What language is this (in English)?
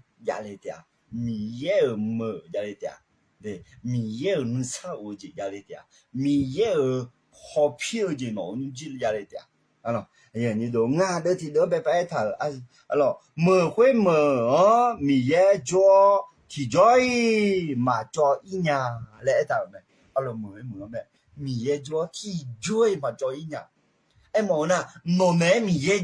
Akha